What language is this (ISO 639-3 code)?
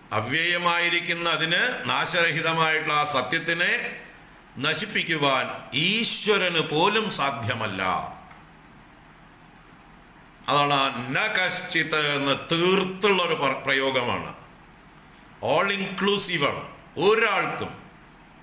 mal